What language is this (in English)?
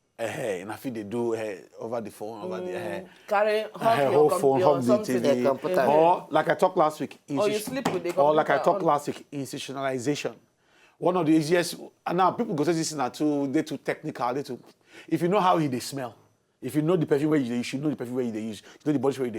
Nigerian Pidgin